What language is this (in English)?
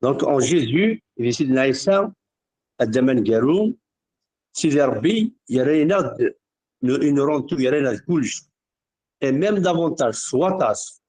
Kabyle